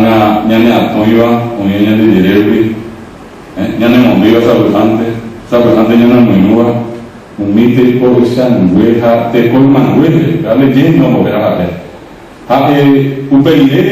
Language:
Guarani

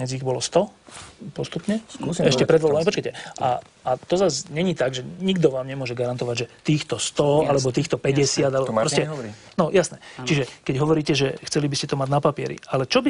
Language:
Slovak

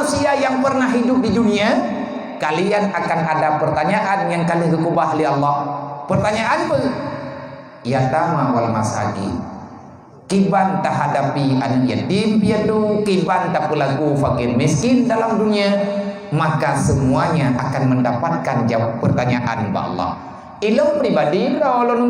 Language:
Achinese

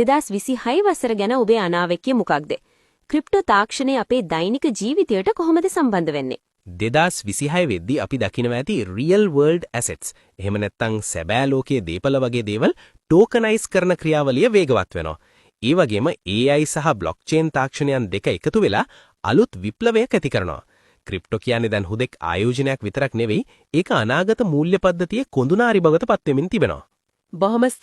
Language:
Sinhala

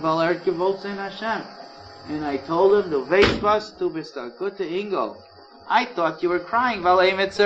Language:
Yiddish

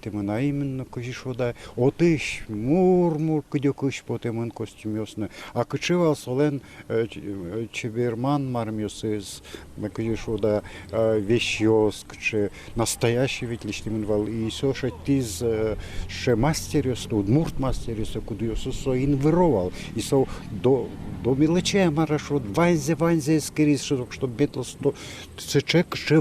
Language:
Udmurt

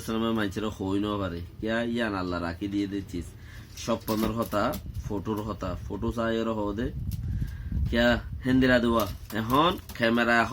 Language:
Rohingya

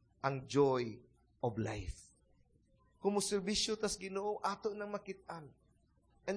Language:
Cebuano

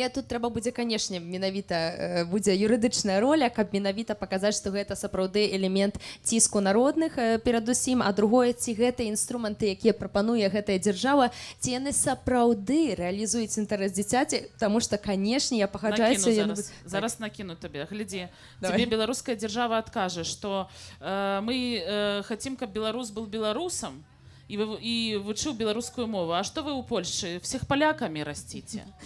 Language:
Belarusian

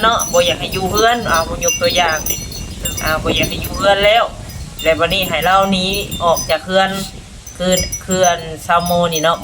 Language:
Northeastern Thai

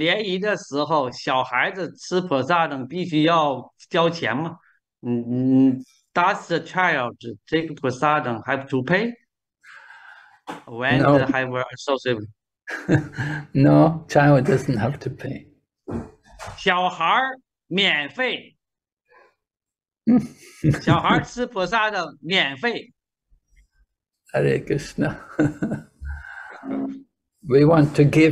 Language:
Chinese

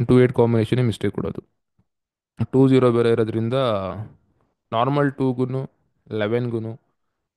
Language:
Kannada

